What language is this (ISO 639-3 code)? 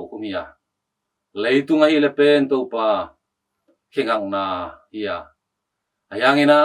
ctd